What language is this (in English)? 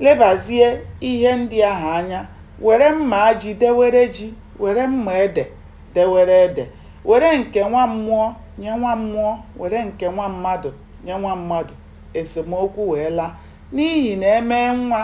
Igbo